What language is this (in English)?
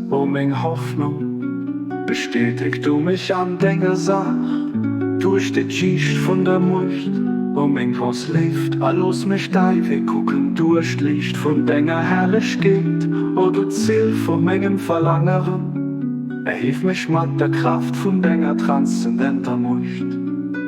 Luxembourgish